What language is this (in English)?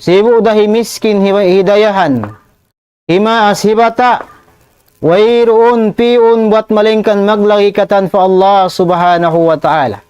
Tausug